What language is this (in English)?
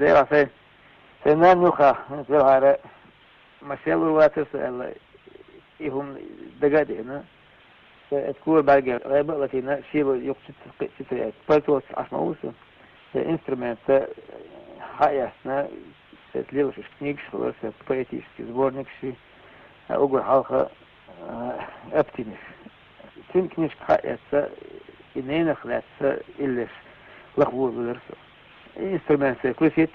Chechen